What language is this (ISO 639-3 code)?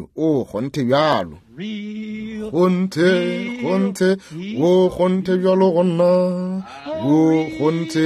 nso